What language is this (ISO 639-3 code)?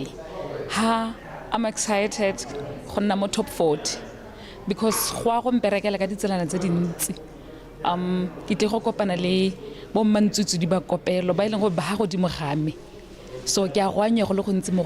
tsn